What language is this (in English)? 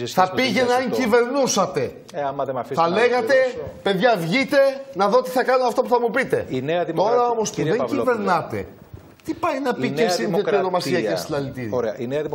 Greek